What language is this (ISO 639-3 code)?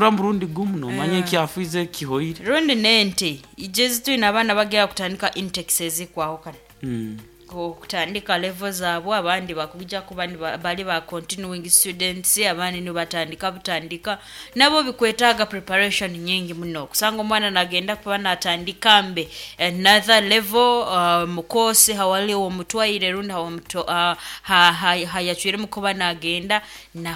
nyo